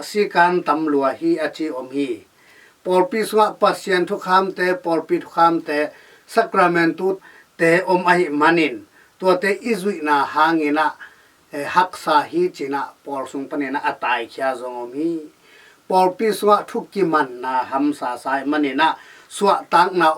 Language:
Tedim Chin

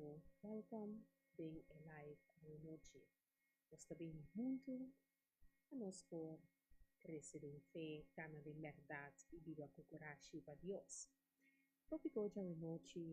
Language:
Papiamento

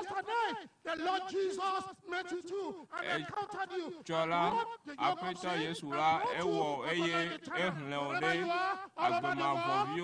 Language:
Ewe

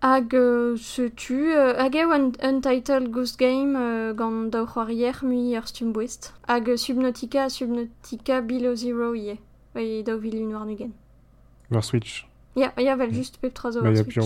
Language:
Breton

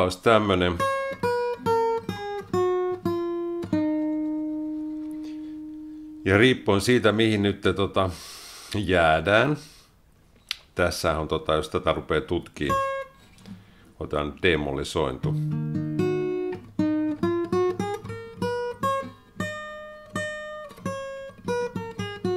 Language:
Finnish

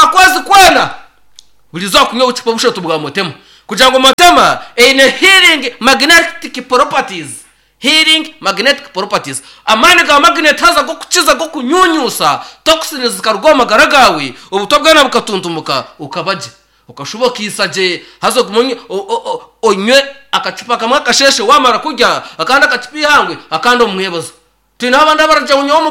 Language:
Nyankole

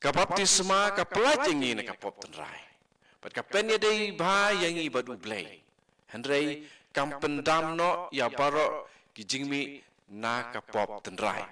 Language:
Khasi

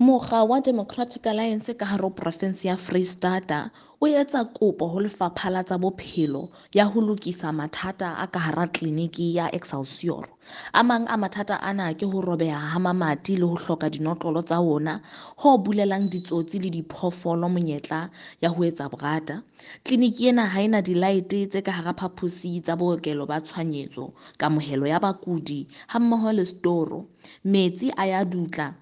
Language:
Southern Sotho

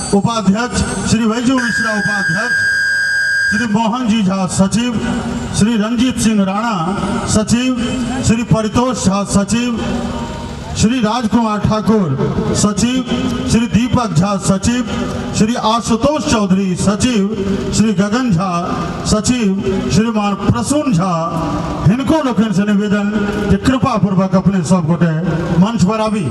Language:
Maithili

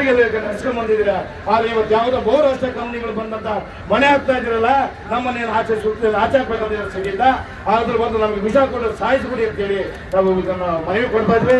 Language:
Kannada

